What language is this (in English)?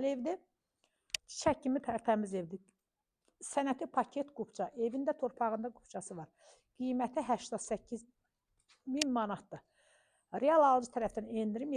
Azerbaijani